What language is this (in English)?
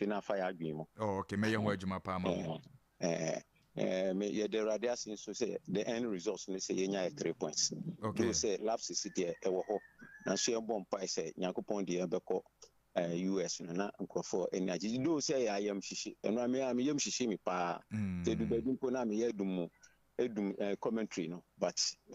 Akan